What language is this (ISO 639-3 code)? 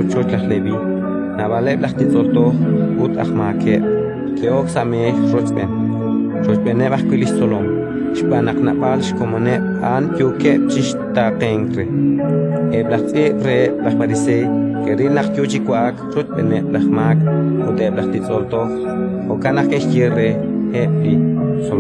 kek